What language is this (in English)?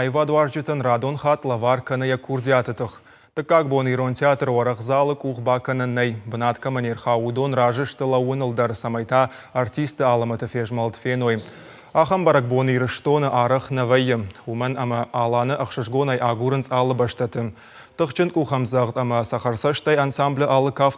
Ossetic